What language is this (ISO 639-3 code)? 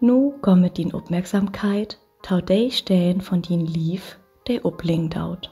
nds